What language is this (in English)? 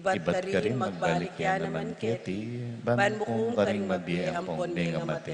Pampanga